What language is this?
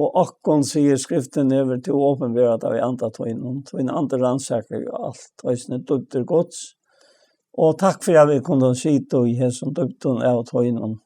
Faroese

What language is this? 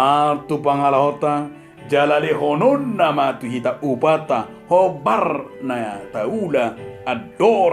Batak Toba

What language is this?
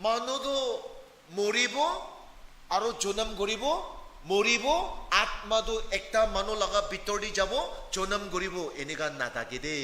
Naga Pidgin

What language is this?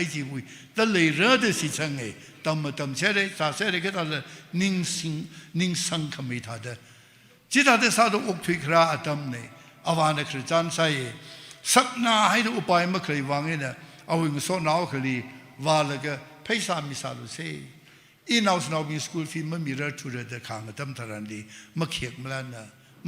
Tangkhul Naga (India)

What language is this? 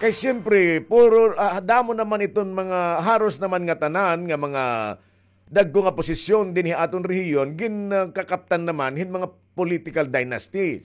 Waray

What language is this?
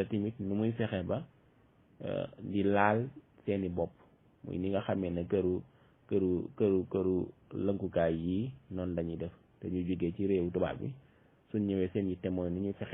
Wolof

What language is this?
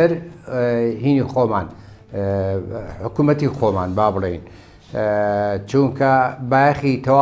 Central Kurdish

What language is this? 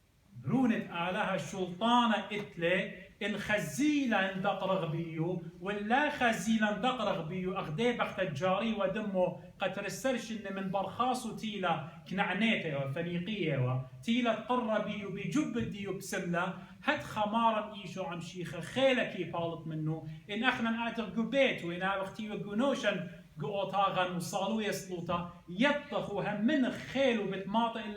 Assyrian Neo-Aramaic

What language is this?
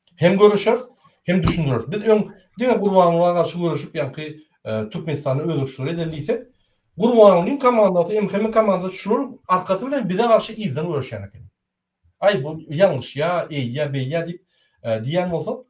Turkmen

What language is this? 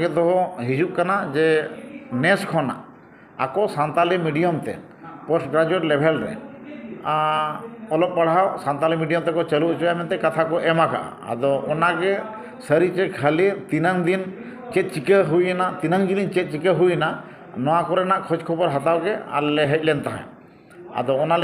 Santali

